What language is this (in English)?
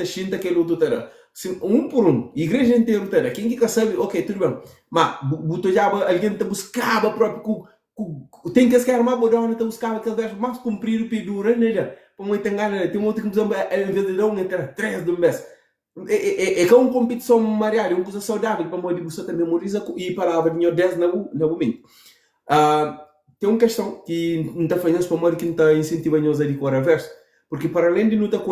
Kabuverdianu